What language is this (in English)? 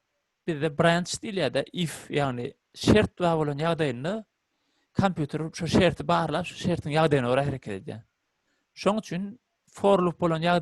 Turkmen